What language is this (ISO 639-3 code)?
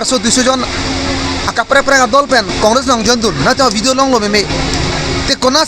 mjw